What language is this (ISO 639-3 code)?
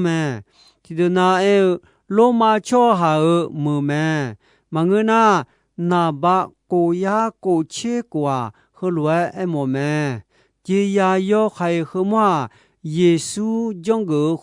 ahk